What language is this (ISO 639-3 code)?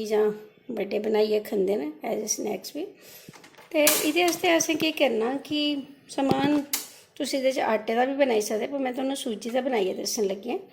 doi